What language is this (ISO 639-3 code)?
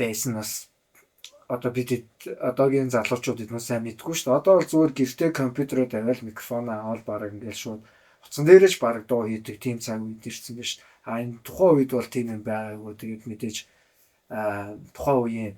mon